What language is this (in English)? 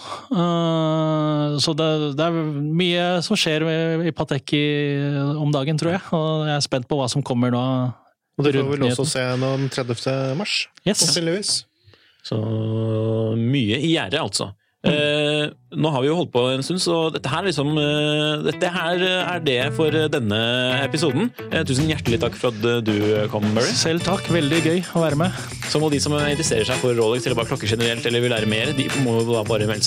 Norwegian